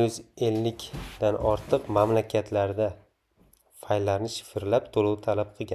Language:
Uzbek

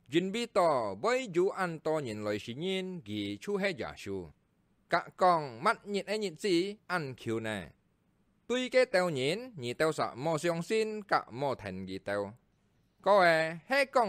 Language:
Hakka Chinese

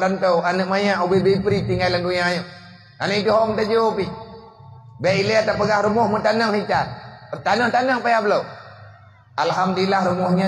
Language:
Achinese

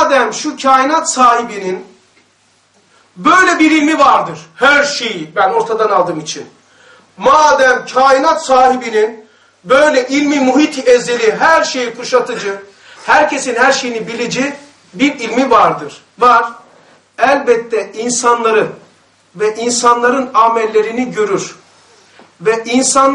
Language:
Turkish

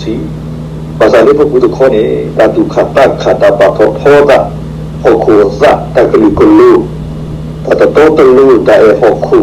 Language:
S'gaw Karen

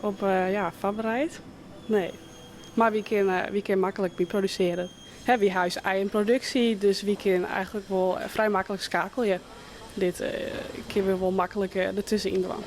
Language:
Western Frisian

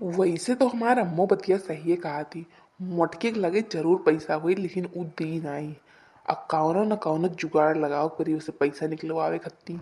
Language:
Awadhi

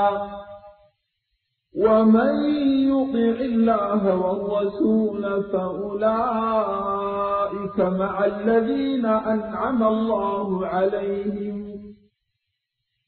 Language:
Arabic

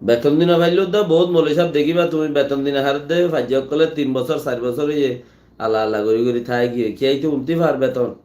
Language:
Rohingya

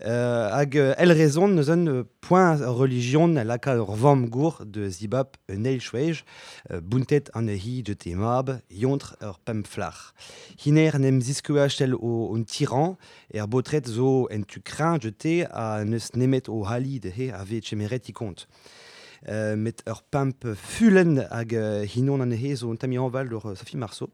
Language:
Breton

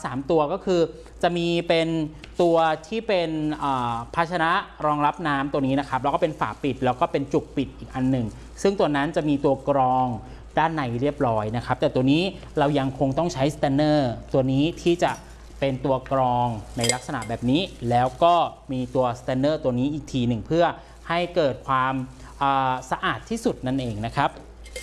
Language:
Thai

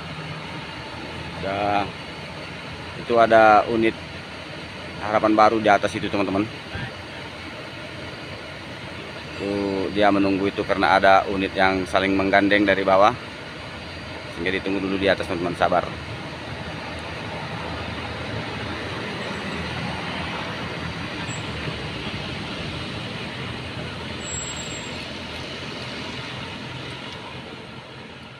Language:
Indonesian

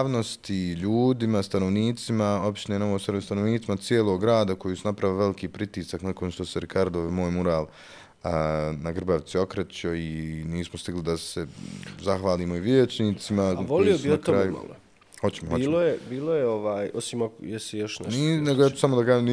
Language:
Bosnian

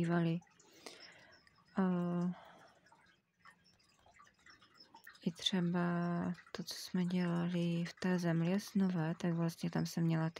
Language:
Czech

